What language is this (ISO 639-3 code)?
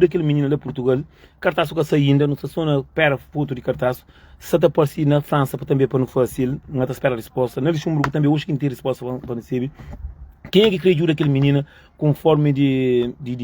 kea